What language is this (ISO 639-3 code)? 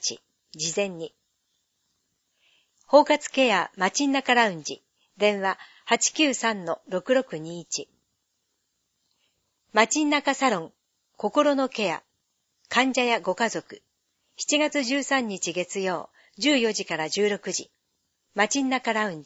jpn